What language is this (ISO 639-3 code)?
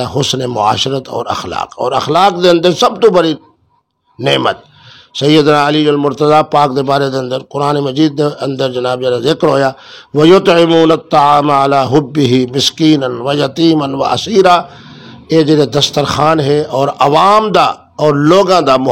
skr